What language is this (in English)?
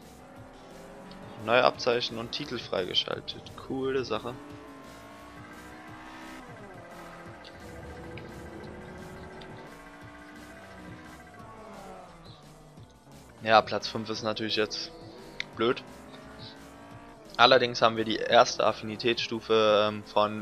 German